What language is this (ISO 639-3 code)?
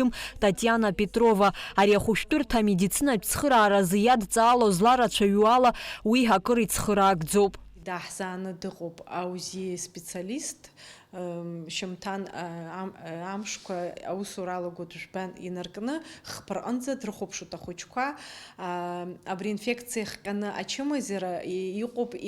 abk